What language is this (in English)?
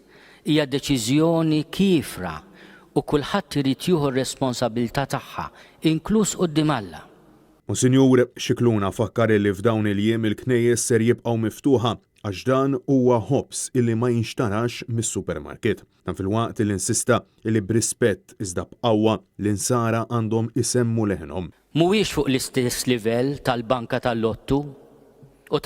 Maltese